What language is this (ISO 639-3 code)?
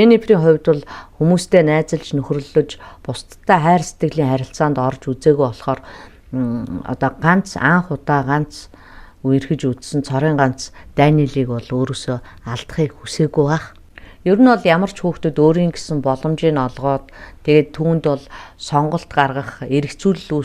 mon